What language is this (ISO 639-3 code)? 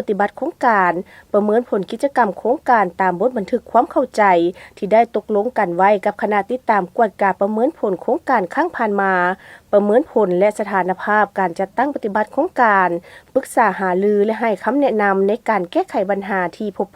lao